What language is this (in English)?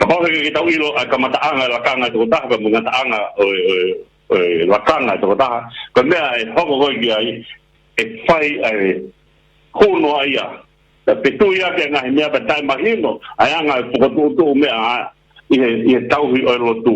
Tongan